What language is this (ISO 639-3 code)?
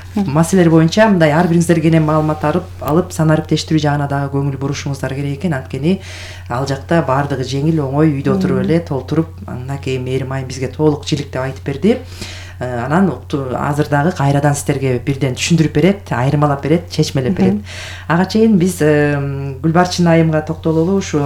kir